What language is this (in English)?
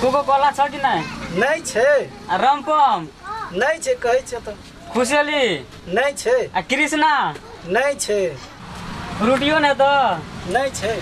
Maithili